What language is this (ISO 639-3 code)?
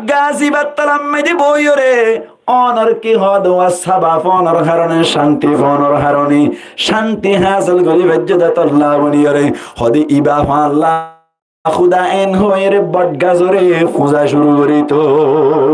rhg